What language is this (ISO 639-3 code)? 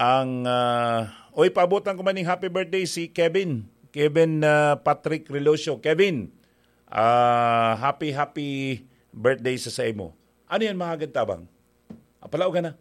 bik